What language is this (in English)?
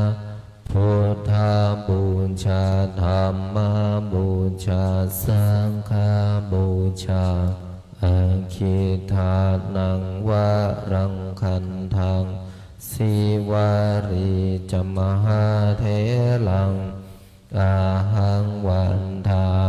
Pali